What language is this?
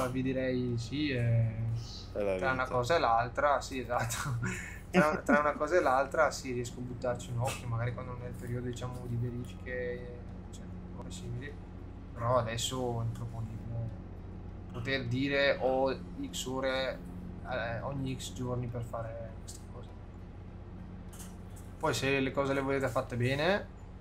Italian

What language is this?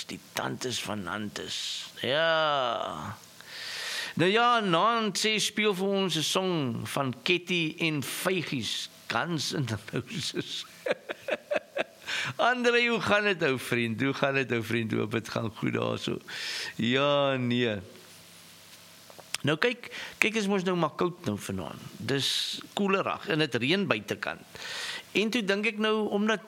Afrikaans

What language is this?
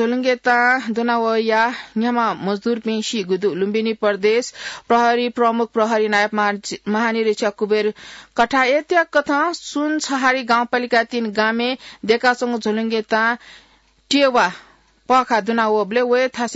Newari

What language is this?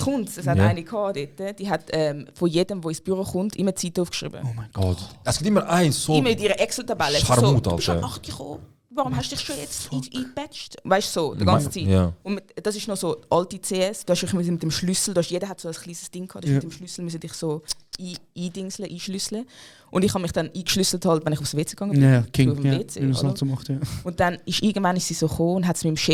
Swiss German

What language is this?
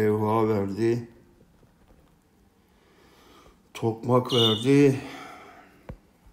Turkish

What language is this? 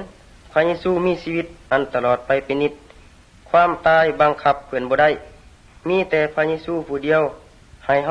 Lao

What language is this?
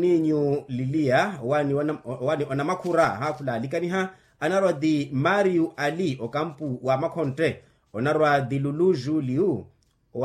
Makhuwa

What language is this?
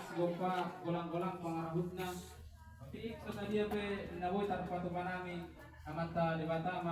Batak Toba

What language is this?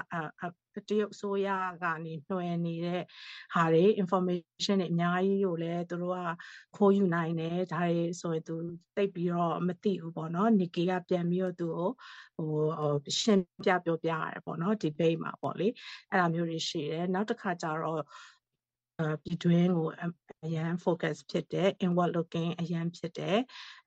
Burmese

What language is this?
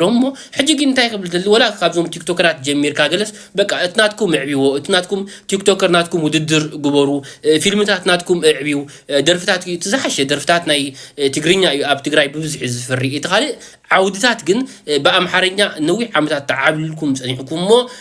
Tigrinya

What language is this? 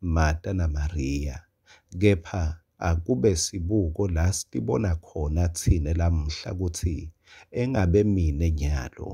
Swati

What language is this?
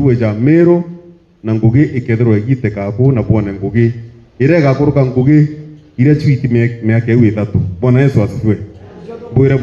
Meru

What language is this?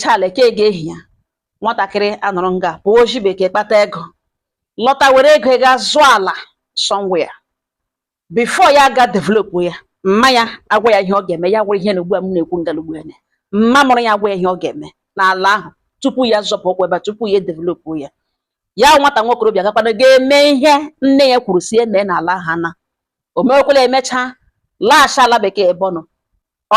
Igbo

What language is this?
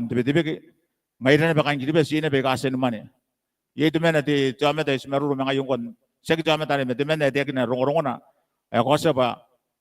Gilbertese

